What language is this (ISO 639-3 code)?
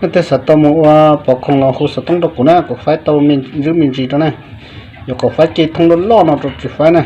hmn